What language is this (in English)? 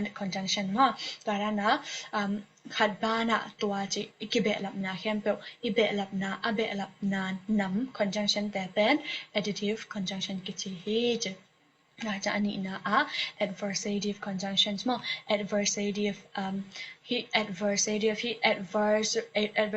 Tedim Chin